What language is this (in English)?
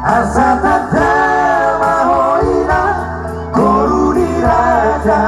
Batak Toba